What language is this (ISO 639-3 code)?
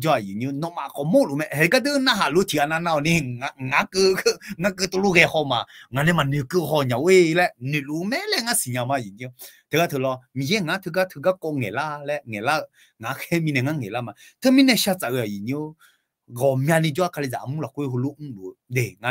ahk